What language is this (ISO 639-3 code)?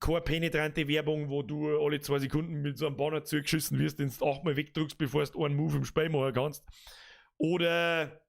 bar